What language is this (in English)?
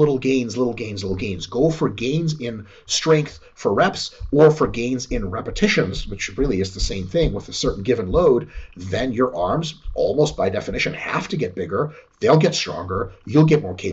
English